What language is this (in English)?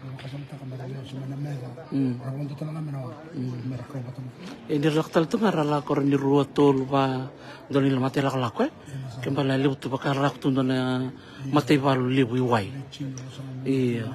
Fijian